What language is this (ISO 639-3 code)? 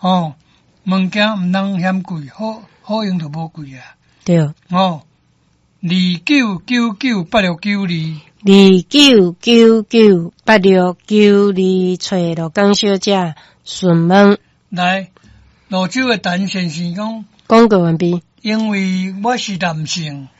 nan